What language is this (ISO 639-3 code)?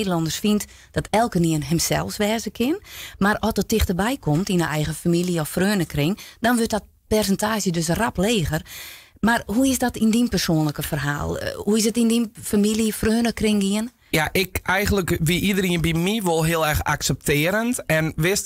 fry